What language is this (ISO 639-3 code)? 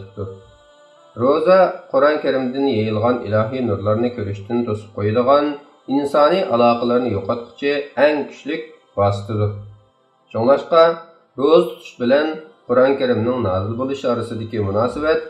uig